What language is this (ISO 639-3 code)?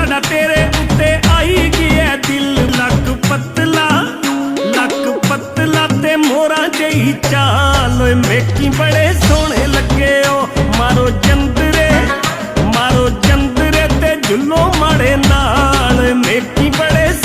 phr